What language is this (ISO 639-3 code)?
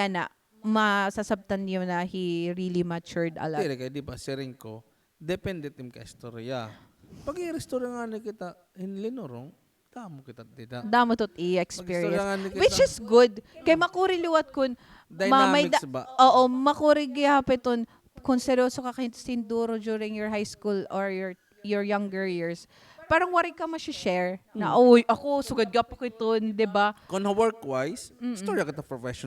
war